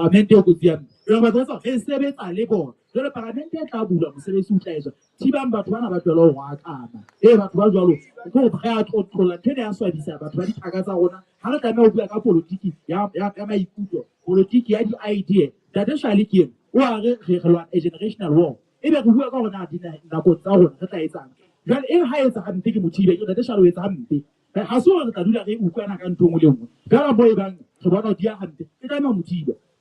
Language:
Southern Sotho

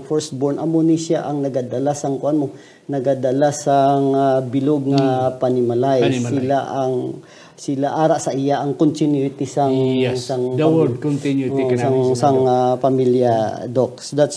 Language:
Hiligaynon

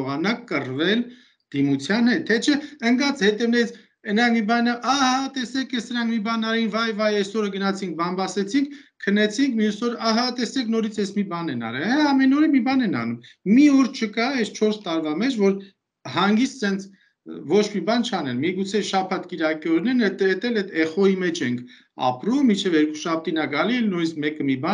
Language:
Armenian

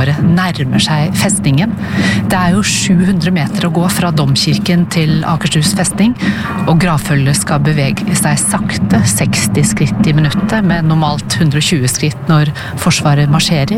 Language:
Norwegian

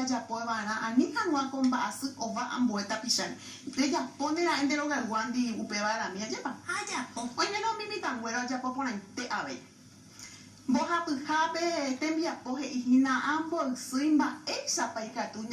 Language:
Guarani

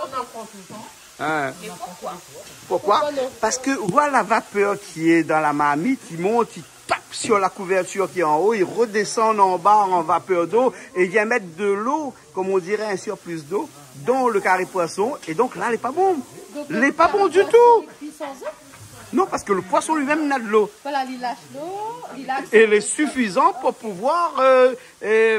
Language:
Réunion Creole French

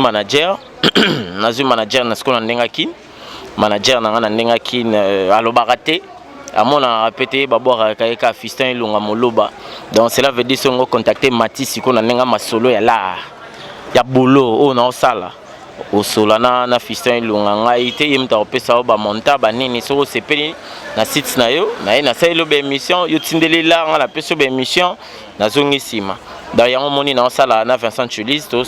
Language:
Lingala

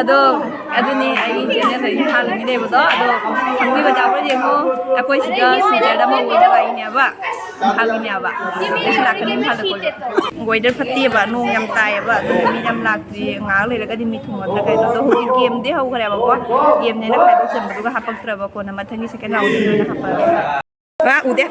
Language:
Manipuri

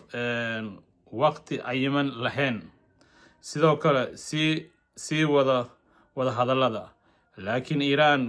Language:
Somali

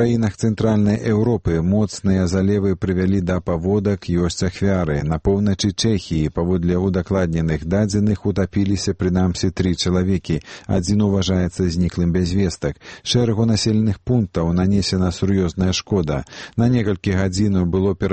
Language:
Belarusian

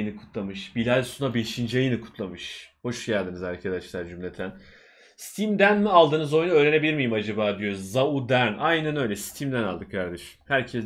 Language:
Turkish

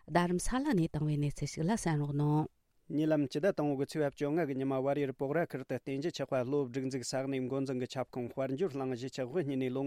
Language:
Tibetan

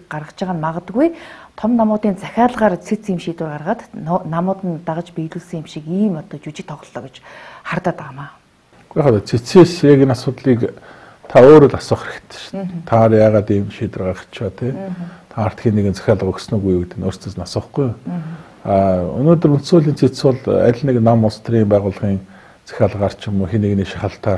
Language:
Mongolian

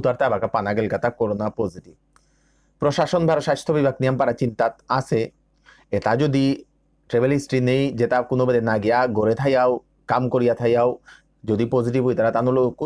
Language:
Bishnupriya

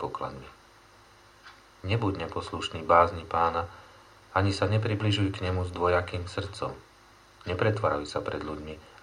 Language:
Slovak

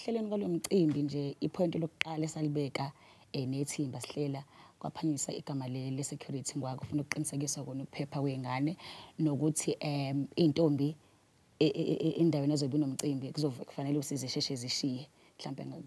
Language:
Zulu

